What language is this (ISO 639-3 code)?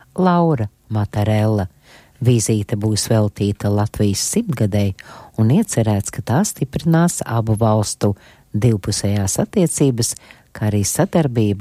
lav